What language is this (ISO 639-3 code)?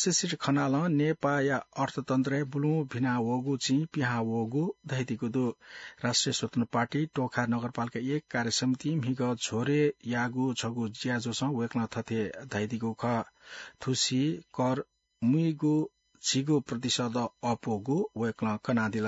new